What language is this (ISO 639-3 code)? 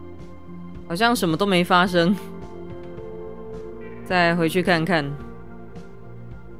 zho